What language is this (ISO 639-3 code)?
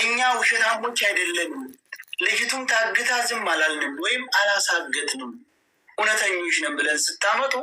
amh